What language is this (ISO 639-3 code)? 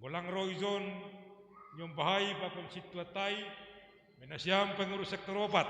bts